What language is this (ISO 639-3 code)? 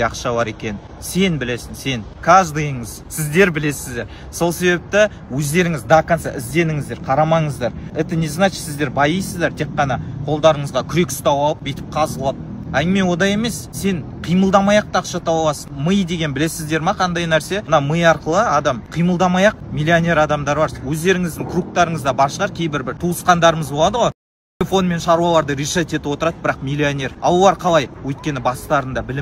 kaz